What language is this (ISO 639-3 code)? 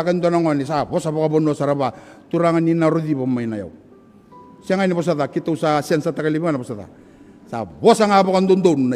fij